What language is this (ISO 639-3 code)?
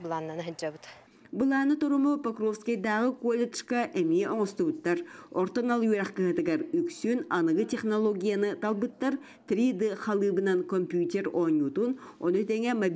sah